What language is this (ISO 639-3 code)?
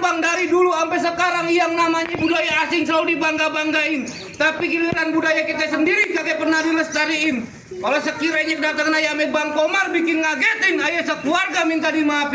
bew